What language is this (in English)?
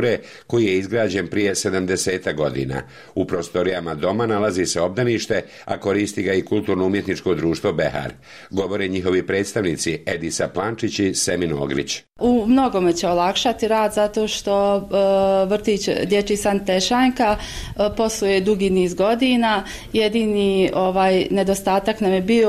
Bosnian